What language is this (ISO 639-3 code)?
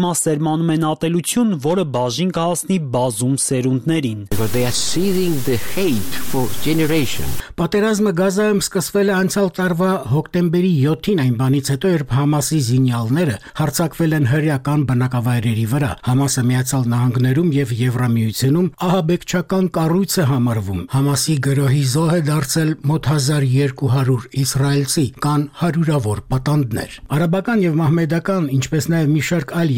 hye